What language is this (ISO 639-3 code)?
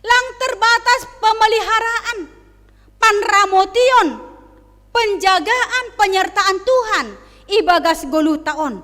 bts